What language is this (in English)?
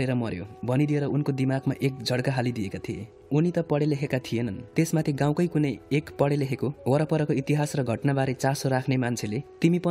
Nepali